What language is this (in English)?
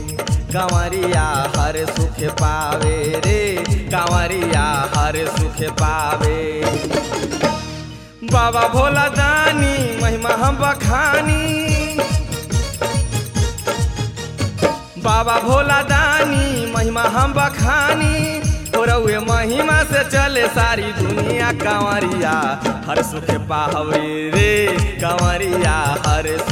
Bhojpuri